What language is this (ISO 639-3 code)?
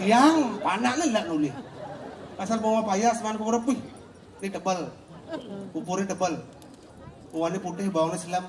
ban